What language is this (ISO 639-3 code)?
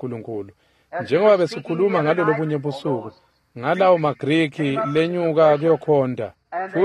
ssw